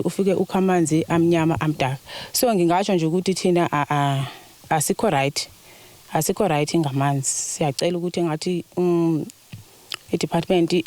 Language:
Zulu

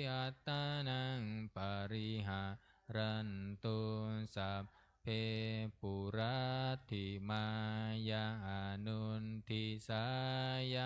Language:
Pali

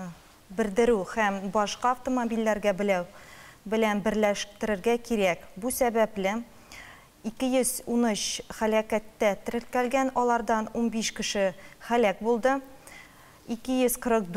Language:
Tatar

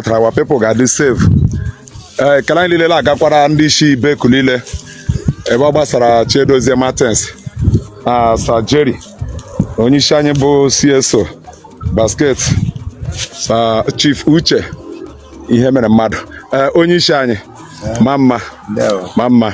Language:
Igbo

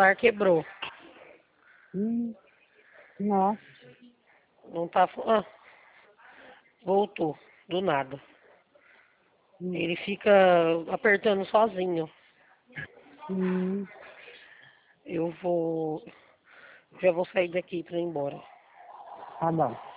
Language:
Portuguese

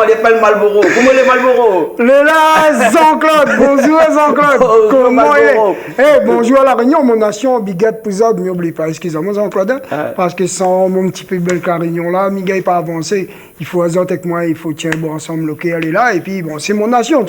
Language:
Réunion Creole French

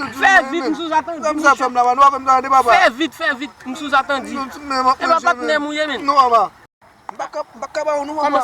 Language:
Haitian Creole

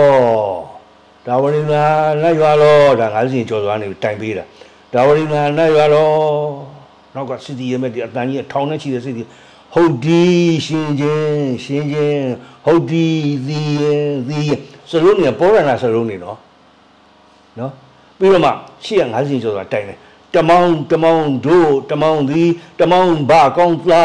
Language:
Burmese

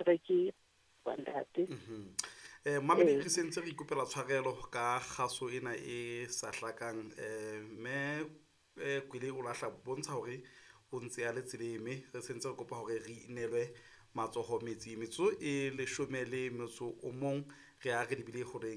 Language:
Southern Sotho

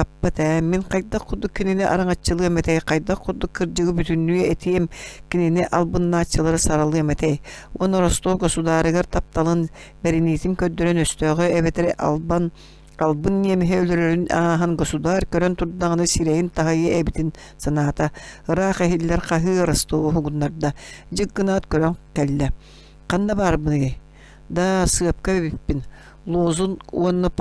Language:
Yakut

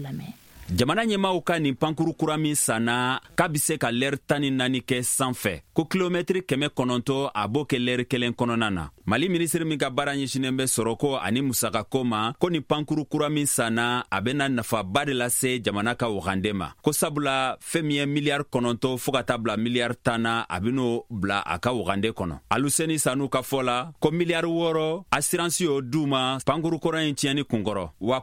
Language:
Bambara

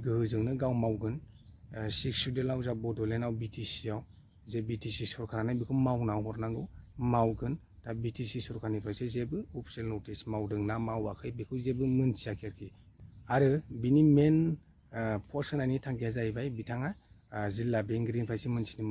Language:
Bodo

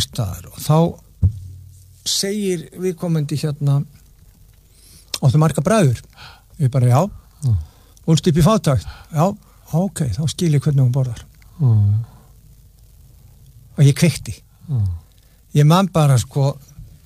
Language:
Icelandic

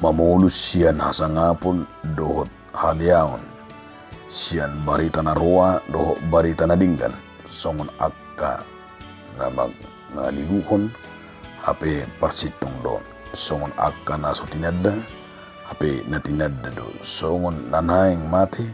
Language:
Batak Toba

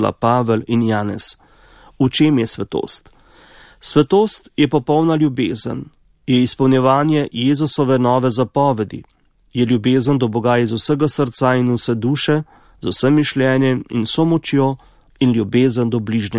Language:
Slovenian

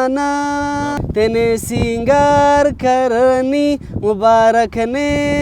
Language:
Brahui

